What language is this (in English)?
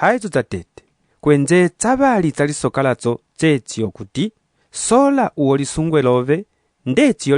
Umbundu